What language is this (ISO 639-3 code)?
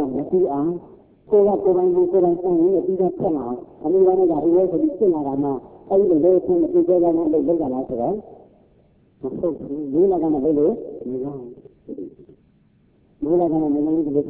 mya